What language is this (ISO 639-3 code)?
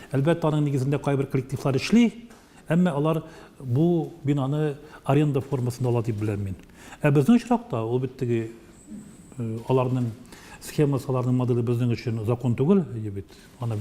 tat